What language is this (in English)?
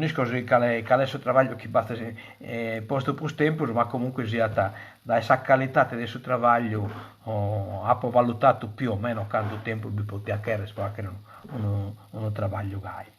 Sardinian